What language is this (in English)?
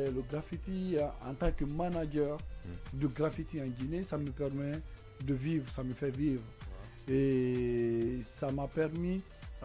French